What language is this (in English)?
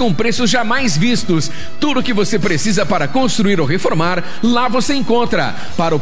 Portuguese